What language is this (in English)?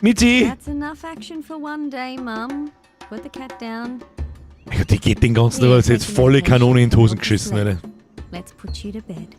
Bavarian